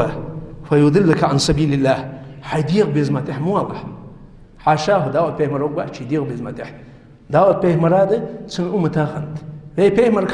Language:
Ingush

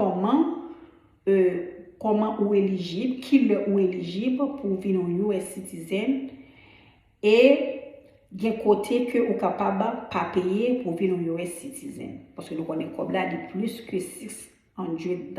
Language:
Haitian Creole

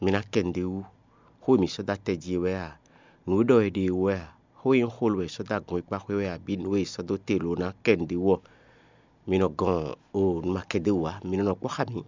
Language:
Fon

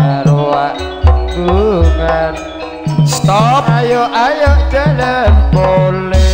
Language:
Madurese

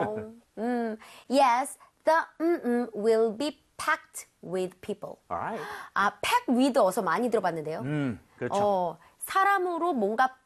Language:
Korean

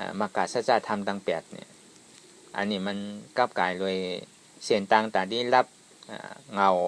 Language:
Shan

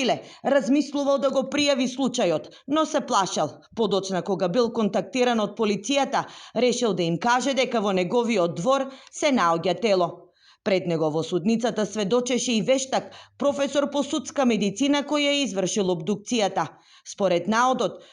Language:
Macedonian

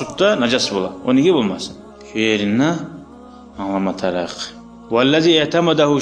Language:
Kumyk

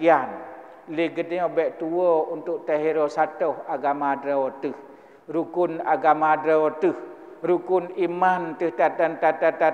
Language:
Achinese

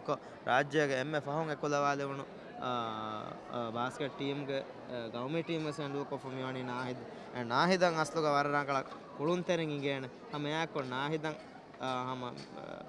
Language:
Divehi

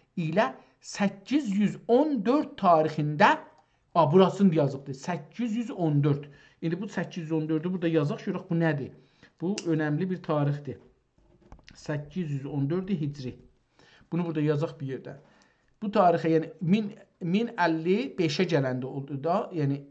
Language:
South Azerbaijani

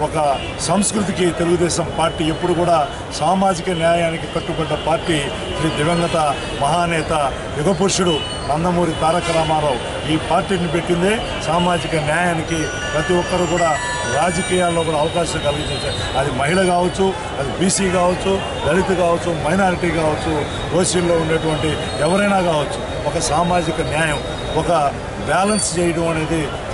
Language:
Telugu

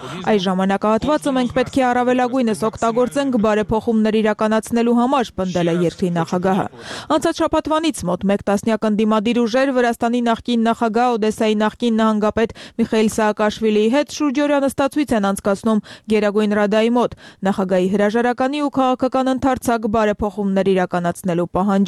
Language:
Armenian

